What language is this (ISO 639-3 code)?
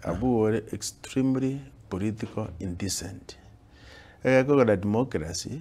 guz